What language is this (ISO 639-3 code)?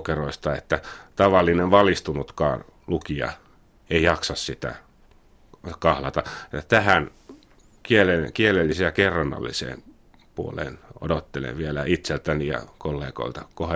fin